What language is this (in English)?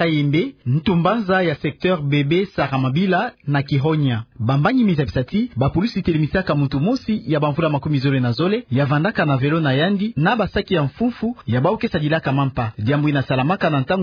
Kituba (Democratic Republic of Congo)